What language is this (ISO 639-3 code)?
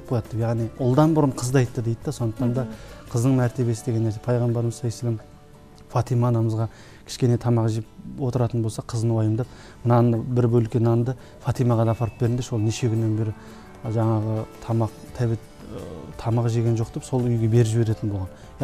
kaz